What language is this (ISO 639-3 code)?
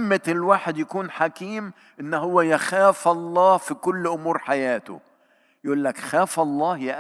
arz